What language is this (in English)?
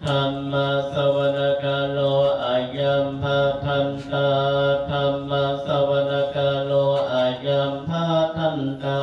Pali